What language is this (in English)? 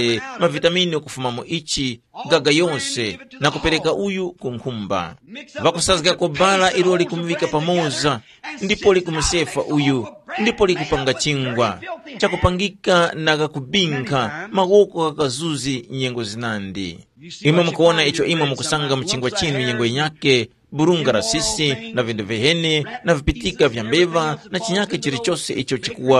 Tumbuka